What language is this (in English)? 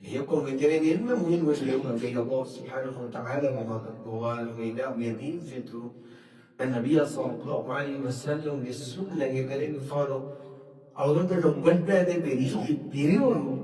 Divehi